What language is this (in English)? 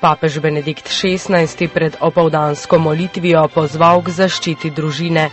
Slovenian